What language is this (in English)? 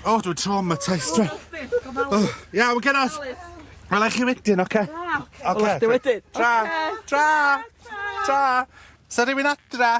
Welsh